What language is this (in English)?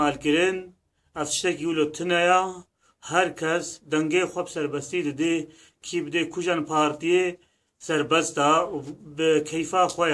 Kurdish